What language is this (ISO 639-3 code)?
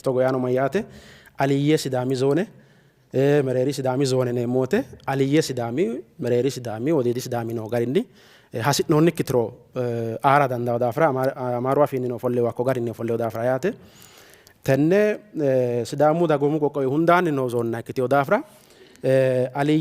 sid